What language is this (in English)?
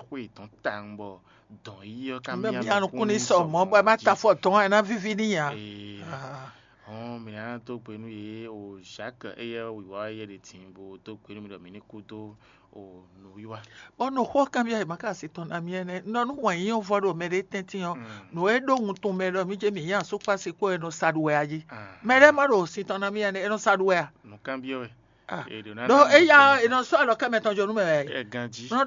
Fon